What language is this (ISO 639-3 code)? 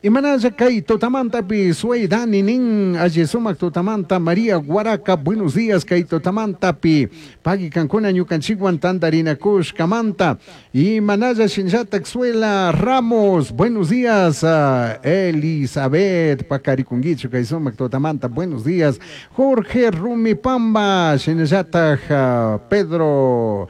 qug